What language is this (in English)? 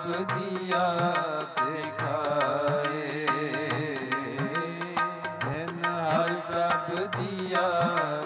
Punjabi